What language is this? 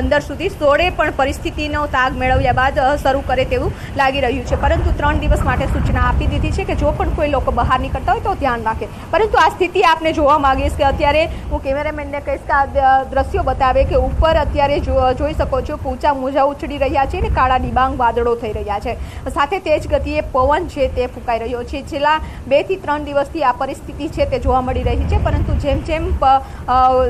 Gujarati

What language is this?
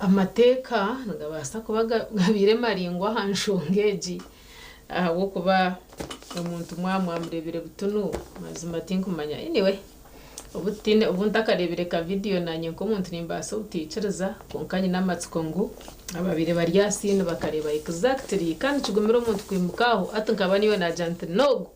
Nyankole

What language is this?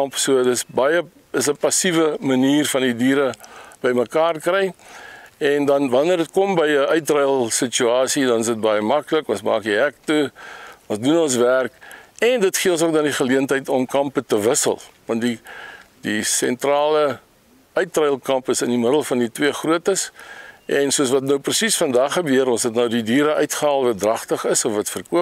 Afrikaans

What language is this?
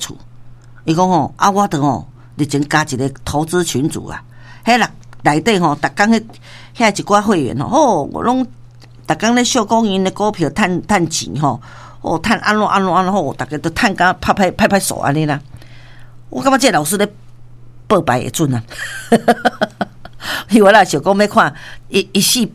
Min Nan Chinese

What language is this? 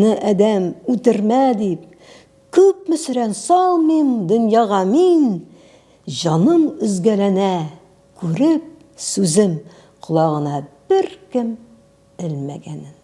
Tatar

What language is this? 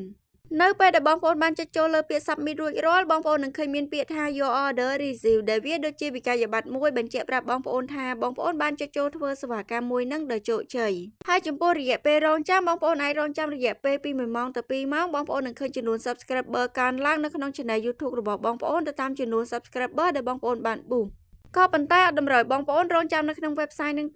Khmer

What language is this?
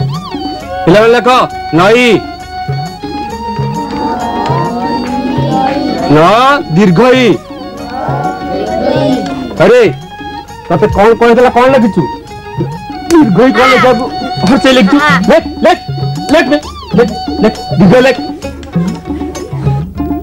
Odia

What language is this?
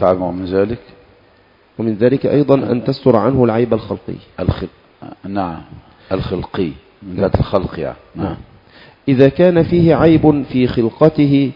Arabic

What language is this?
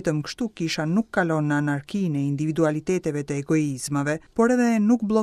Albanian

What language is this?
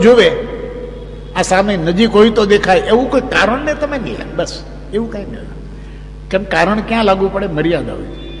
Gujarati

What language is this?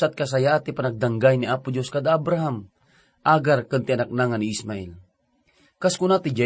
Iloko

